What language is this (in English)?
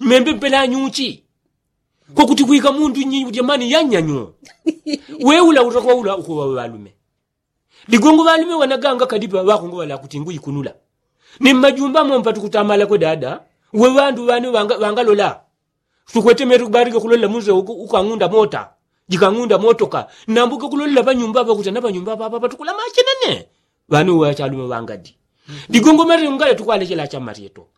Yao